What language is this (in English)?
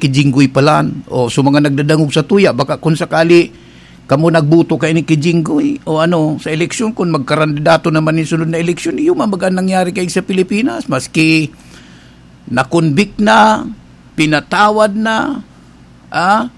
Bikol